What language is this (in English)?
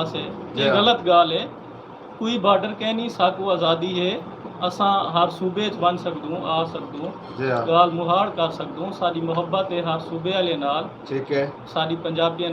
Saraiki